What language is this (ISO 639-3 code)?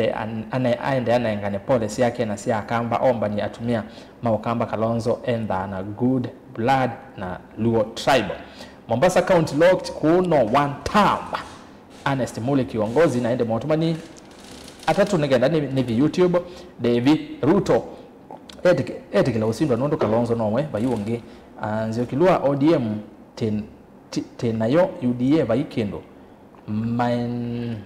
kam